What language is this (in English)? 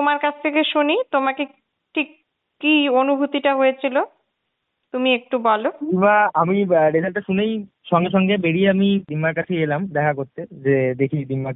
Bangla